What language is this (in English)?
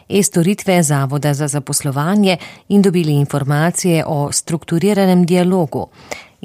Slovenian